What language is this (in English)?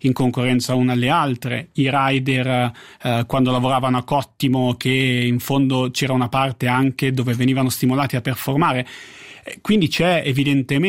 Italian